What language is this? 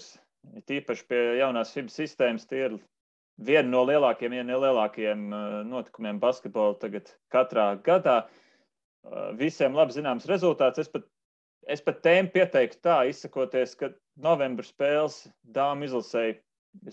Latvian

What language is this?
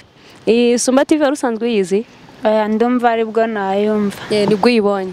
Kinyarwanda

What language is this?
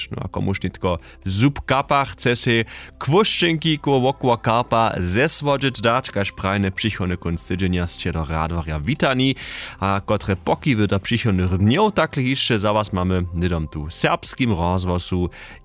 Upper Sorbian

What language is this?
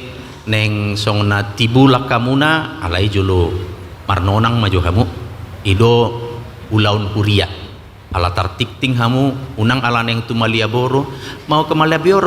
Batak Toba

